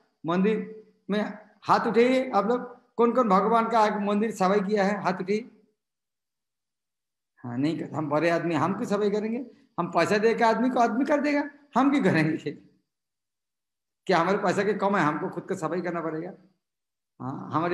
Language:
Hindi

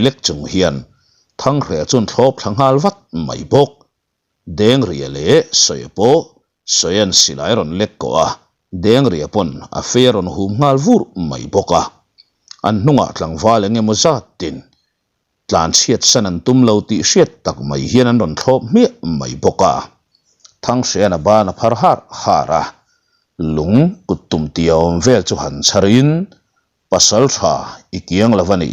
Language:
Mizo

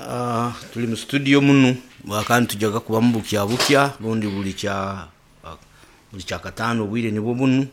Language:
Nyoro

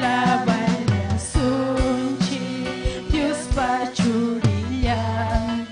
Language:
Ayacucho Quechua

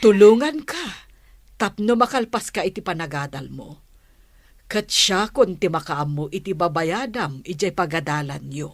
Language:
Iloko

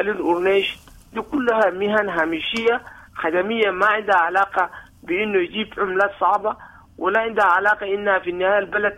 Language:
Sudanese Arabic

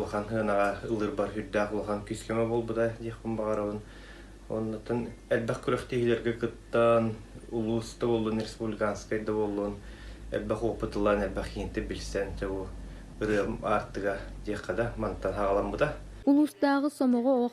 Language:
Yakut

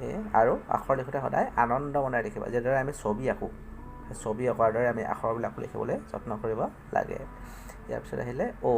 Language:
Assamese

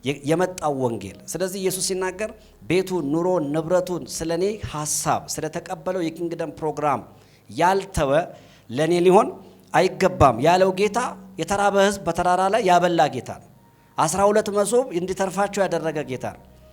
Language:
Amharic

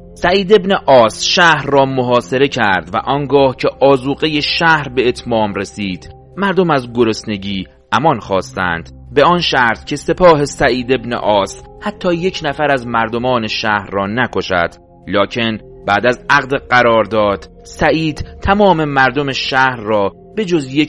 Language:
Persian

